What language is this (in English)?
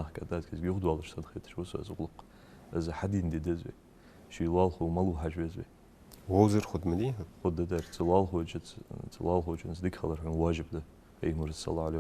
Ingush